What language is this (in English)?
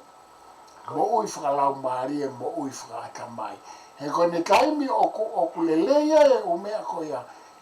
Tongan